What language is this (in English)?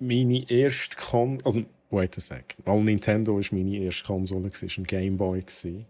Swiss German